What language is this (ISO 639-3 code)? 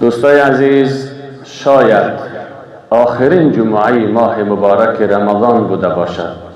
fas